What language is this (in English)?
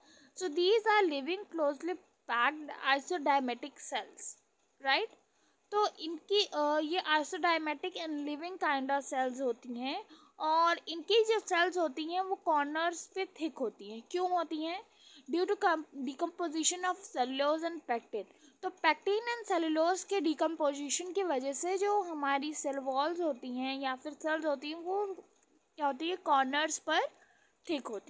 Hindi